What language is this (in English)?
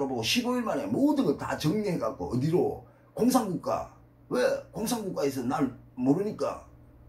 Korean